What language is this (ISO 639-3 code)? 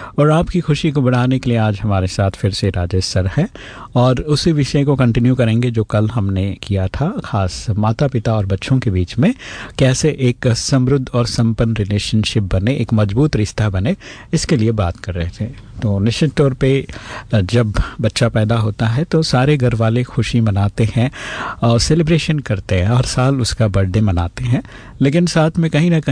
hin